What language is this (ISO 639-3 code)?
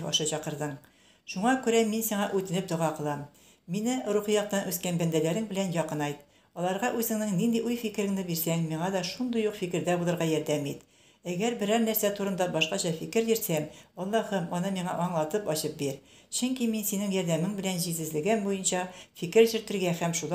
tat